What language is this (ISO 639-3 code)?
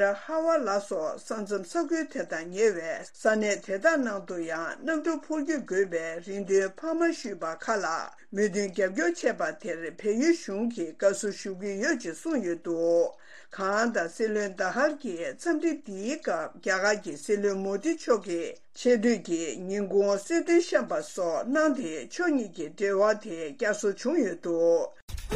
bod